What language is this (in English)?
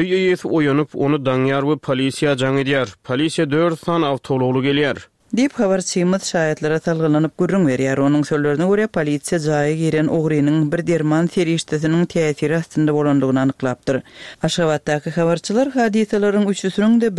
Turkmen